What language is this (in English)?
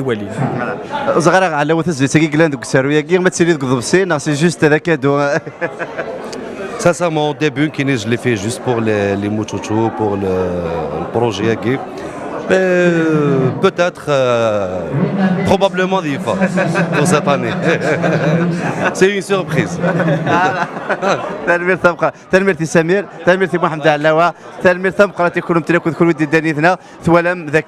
Kabyle